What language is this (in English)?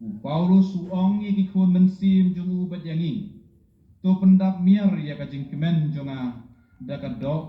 Khasi